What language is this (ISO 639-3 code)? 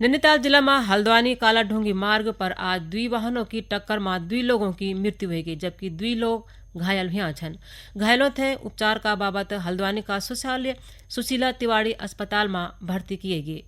gbm